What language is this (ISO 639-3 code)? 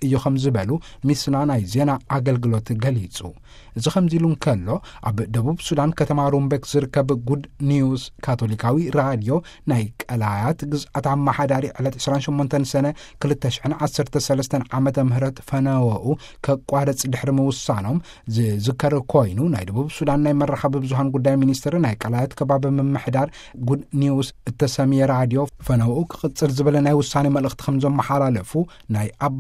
tir